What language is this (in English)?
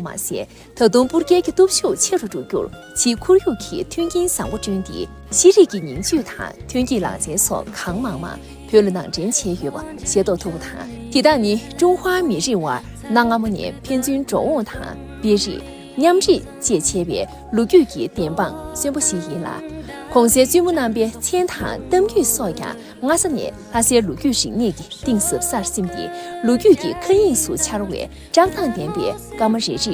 Tibetan